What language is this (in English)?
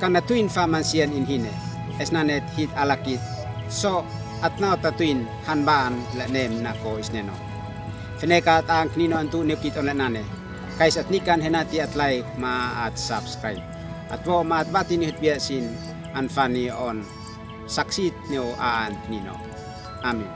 Uab Meto